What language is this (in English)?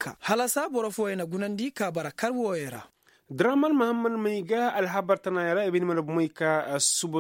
Koyraboro Senni